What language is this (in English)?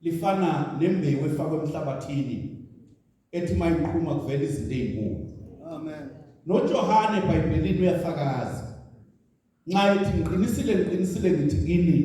Zulu